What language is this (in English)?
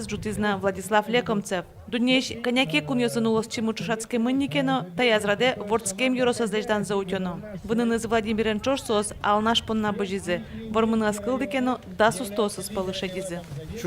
Udmurt